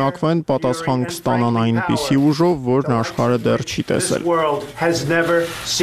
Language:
Armenian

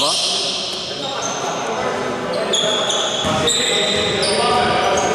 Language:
Greek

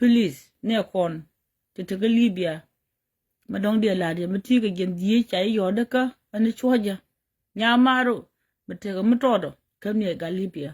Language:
Nuer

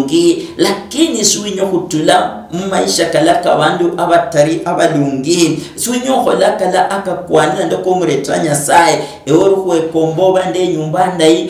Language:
Luyia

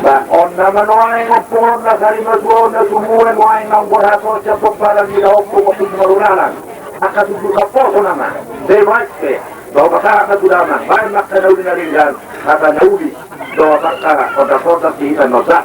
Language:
Batak Toba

